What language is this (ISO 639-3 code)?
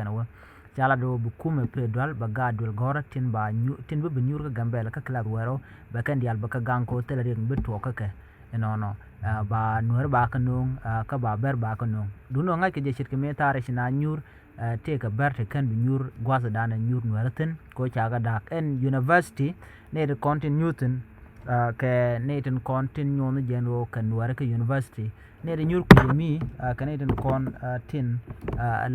nus